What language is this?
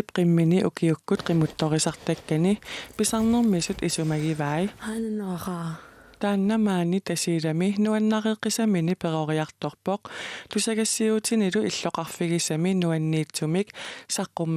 Kalaallisut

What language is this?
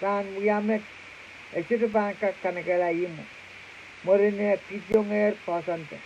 Pohnpeian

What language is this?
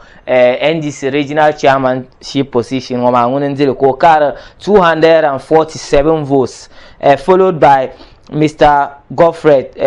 Dagbani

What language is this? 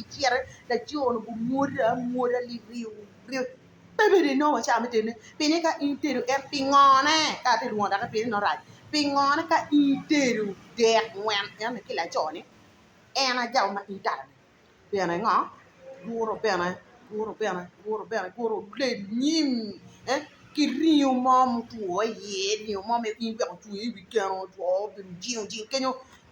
Acoli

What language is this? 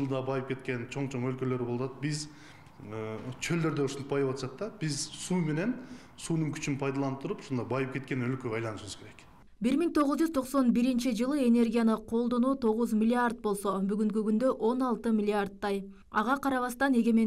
Kyrgyz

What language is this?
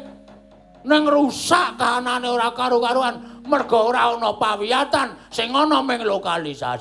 Javanese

